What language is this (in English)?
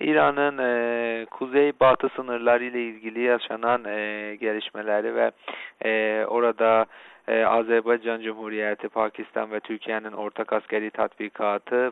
Turkish